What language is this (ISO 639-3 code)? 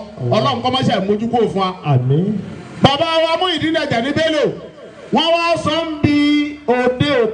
yor